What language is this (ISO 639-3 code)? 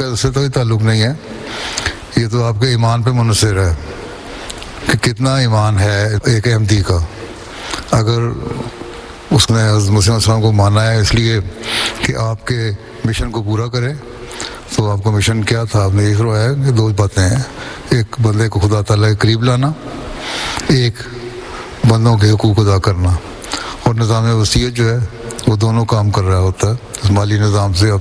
urd